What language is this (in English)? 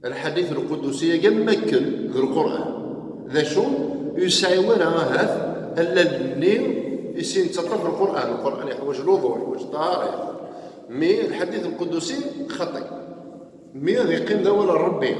Kabyle